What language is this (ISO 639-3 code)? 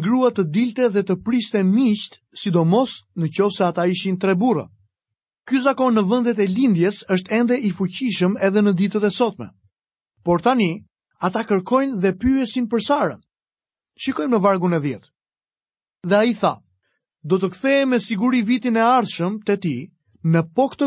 sqi